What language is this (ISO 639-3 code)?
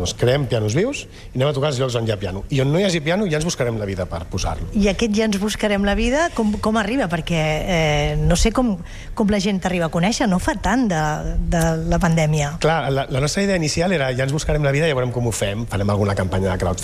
cat